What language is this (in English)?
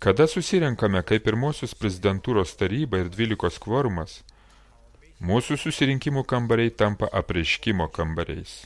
Lithuanian